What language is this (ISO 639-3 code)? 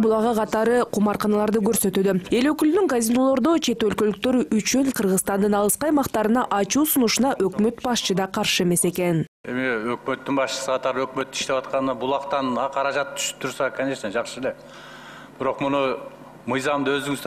kir